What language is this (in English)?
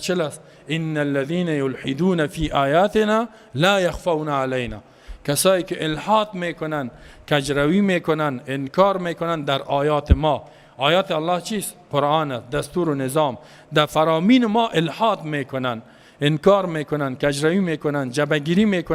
Persian